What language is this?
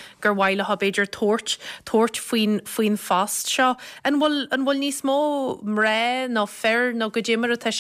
Irish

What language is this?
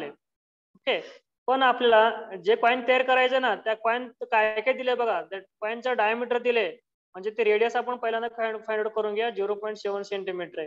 Marathi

